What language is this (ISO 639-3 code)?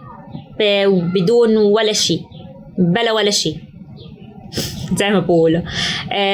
apc